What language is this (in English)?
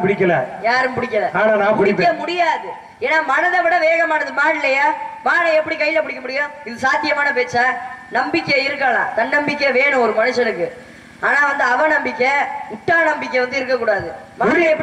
Tamil